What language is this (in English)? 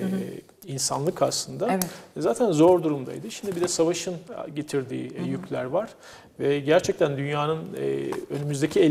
Turkish